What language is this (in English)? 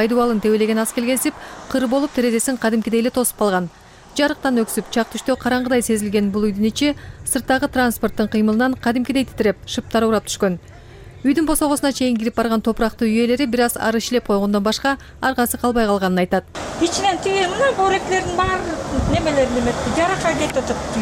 Kyrgyz